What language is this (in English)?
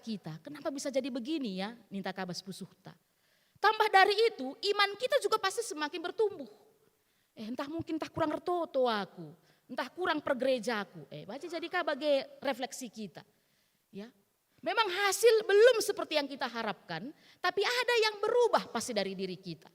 Batak Karo